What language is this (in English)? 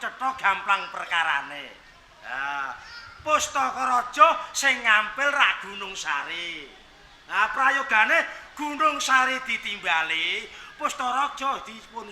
Javanese